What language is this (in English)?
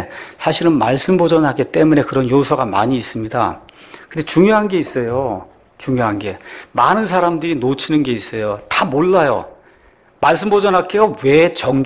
Korean